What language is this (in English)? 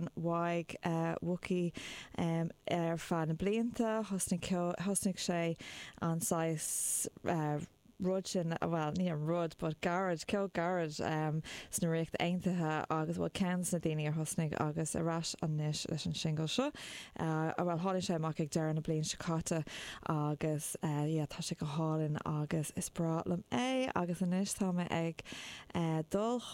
Irish